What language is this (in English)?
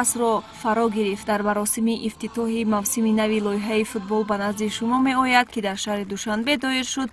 Tajik